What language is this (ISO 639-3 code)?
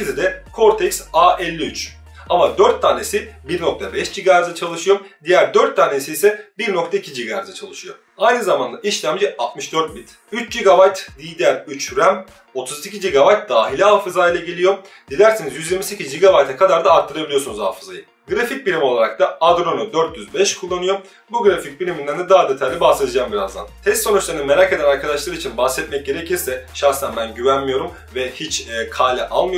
tur